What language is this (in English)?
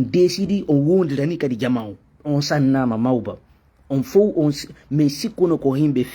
Fula